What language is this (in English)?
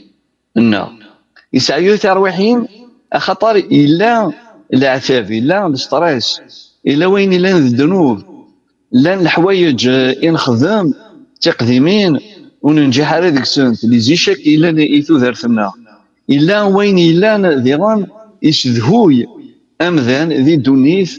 Kabyle